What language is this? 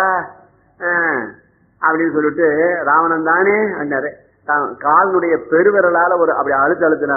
Tamil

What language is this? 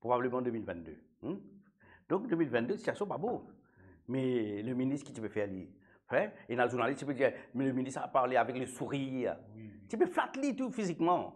Morisyen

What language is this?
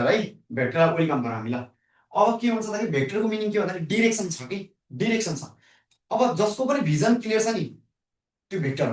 Nepali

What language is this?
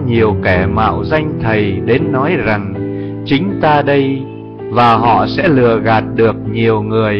Vietnamese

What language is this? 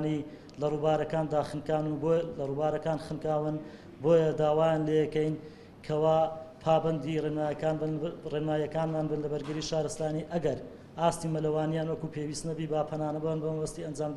Central Kurdish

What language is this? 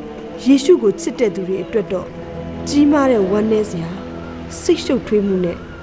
Burmese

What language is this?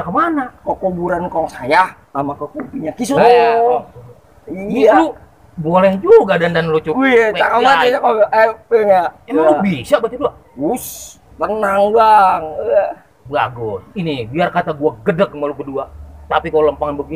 Betawi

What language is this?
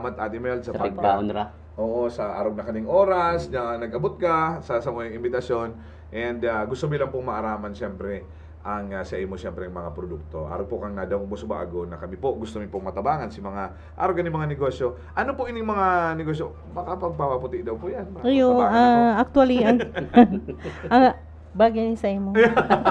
Bikol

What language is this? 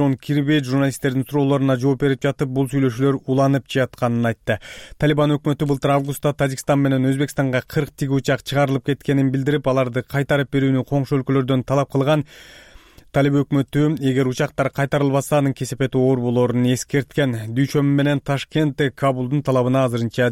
Kyrgyz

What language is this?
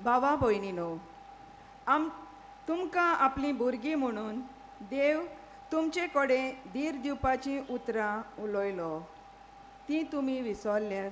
Konkani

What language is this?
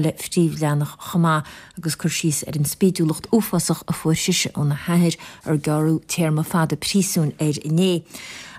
Irish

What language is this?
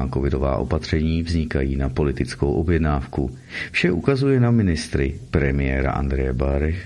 Czech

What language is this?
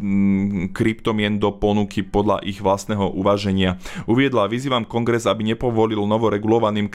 Slovak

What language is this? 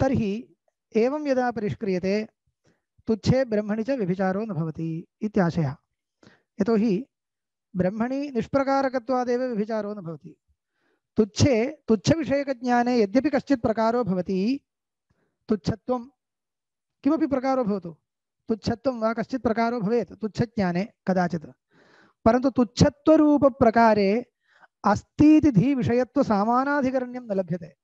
Sanskrit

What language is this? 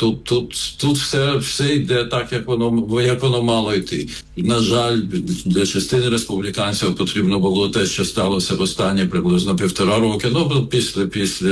Ukrainian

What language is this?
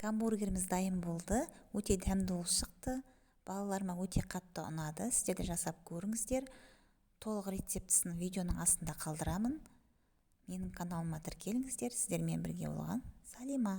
Kazakh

